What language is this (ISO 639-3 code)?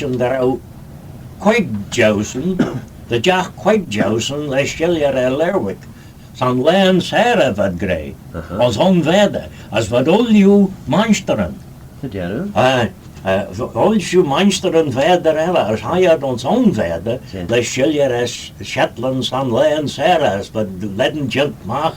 glv